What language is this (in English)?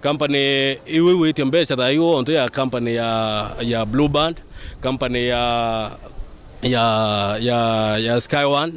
Meru